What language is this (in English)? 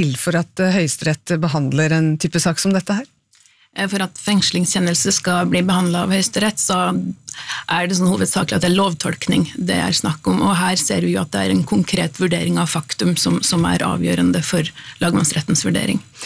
Norwegian